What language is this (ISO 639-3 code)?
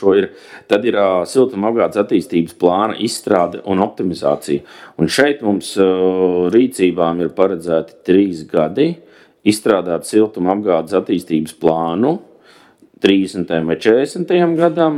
lav